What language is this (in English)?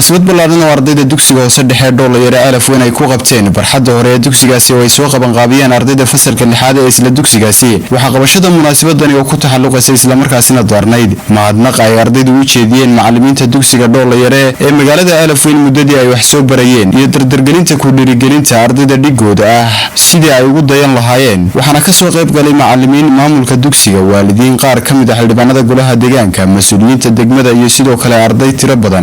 Somali